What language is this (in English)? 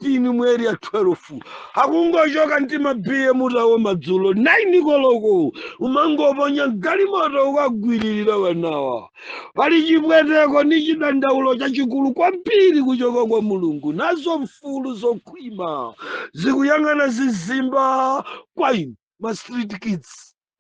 Nyanja